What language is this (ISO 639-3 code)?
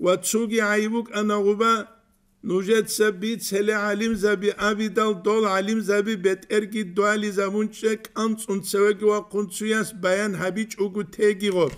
ava